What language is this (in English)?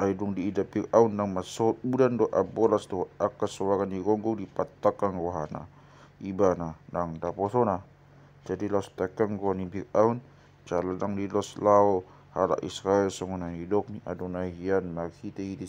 Batak Toba